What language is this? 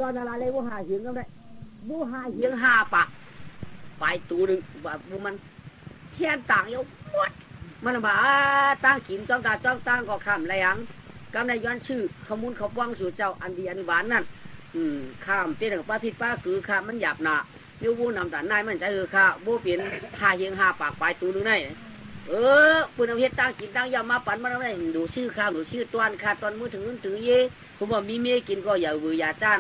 Shan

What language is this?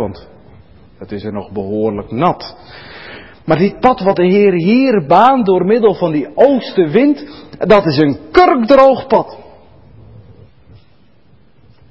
Dutch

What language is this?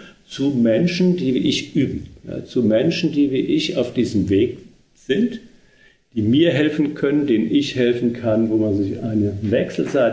German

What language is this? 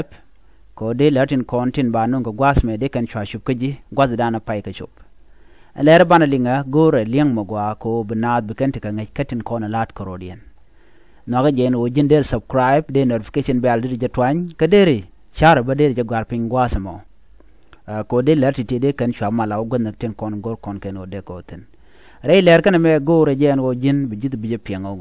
Nuer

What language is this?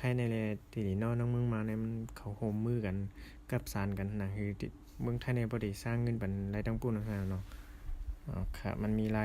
Shan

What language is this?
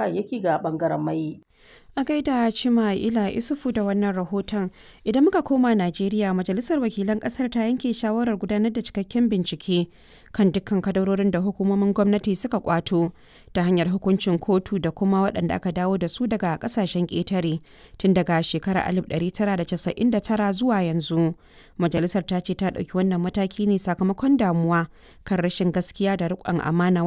Hausa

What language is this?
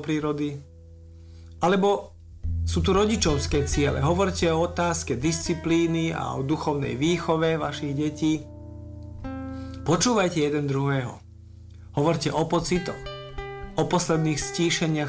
Slovak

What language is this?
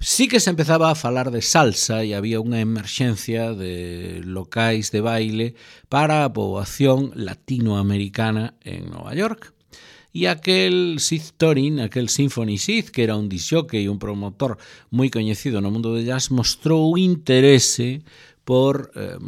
Galician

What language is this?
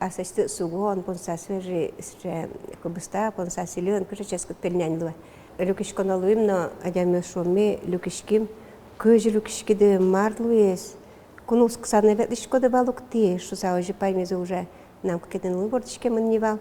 Udmurt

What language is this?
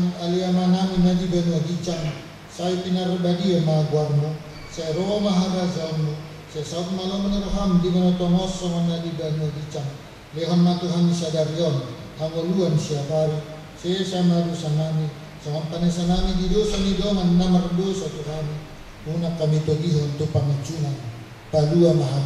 Batak Toba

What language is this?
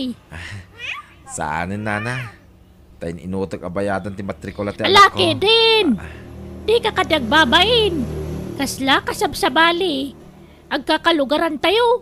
Iloko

